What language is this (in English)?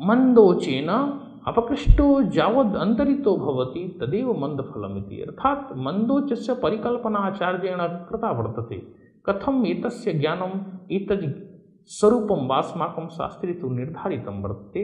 Sanskrit